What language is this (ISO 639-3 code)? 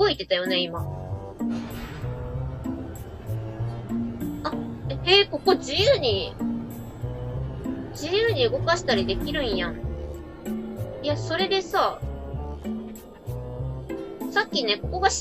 jpn